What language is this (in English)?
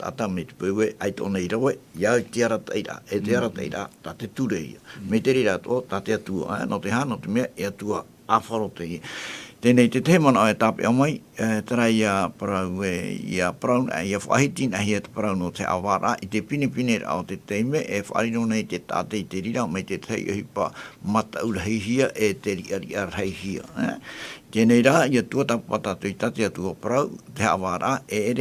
Tahitian